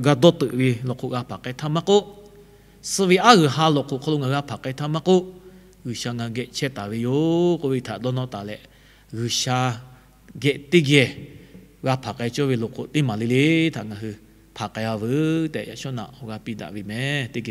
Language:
Lahu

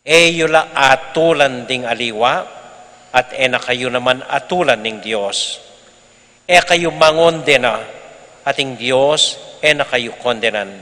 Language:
Pampanga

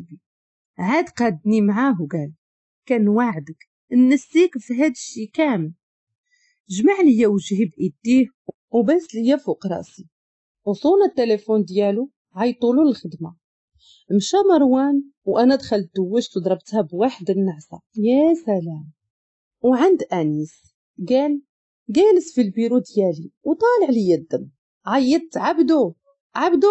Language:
Moroccan Arabic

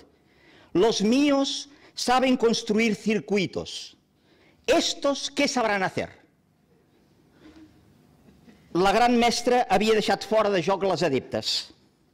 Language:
Catalan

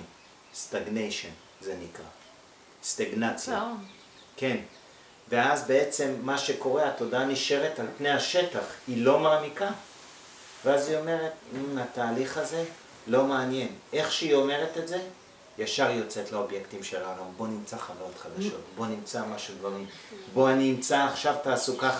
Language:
Hebrew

